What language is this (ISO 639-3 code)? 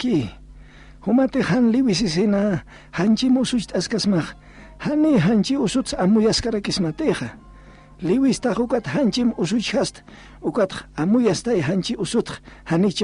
aym